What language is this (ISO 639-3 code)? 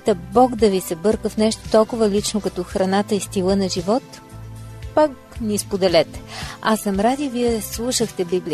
bul